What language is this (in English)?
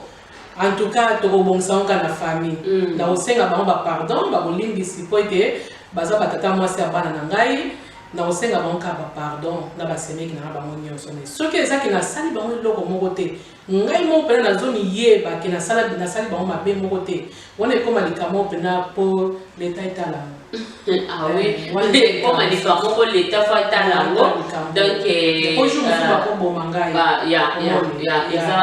Lingala